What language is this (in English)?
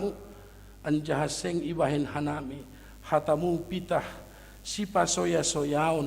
Batak Simalungun